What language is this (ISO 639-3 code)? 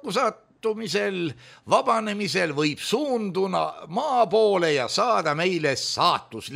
est